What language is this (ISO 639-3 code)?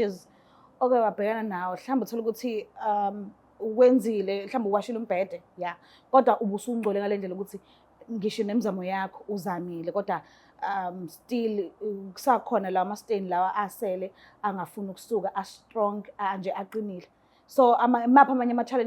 zul